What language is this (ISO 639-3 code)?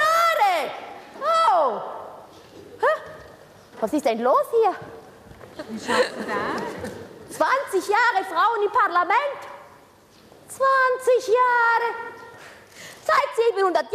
ita